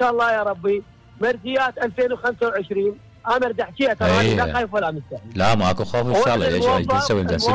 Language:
Mesopotamian Arabic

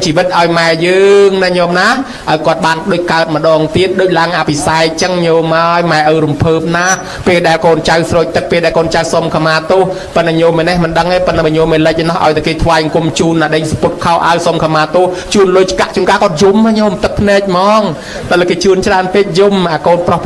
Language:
Khmer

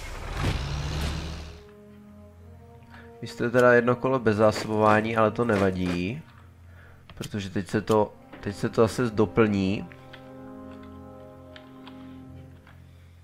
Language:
Czech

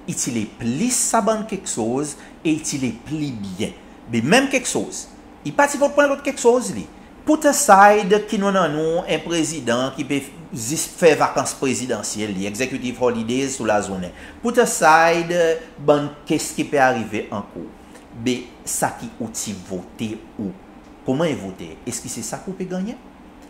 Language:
Seselwa Creole French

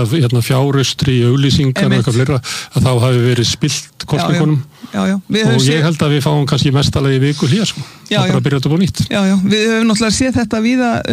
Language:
Icelandic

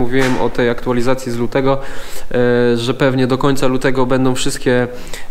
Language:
Polish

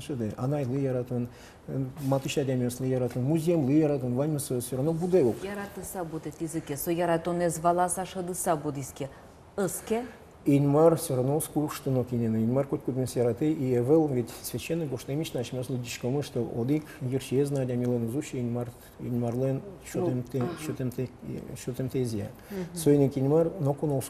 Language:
Udmurt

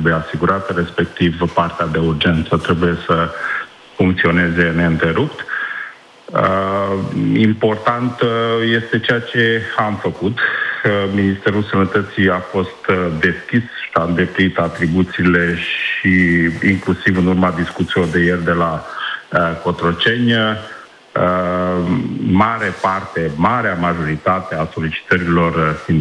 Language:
Romanian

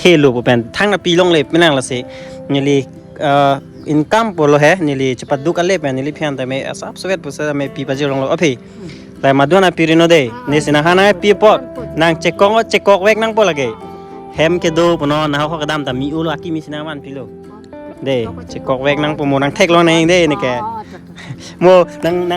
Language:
Karbi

